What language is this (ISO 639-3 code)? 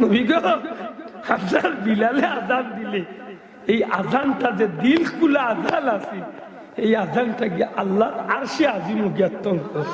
syl